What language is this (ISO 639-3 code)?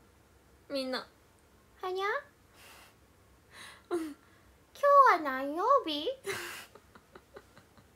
jpn